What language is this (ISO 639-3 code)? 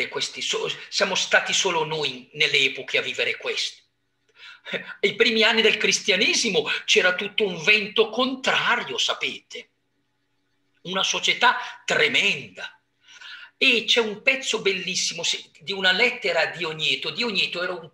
ita